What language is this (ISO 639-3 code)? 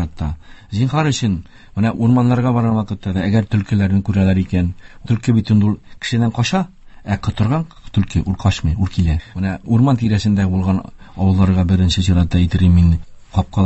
tat